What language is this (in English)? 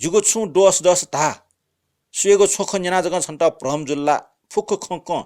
Newari